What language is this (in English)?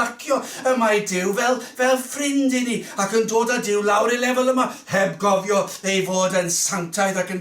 Welsh